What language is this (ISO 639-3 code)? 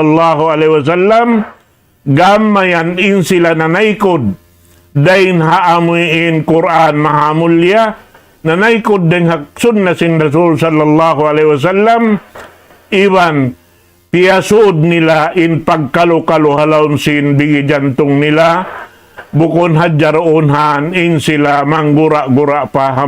tsg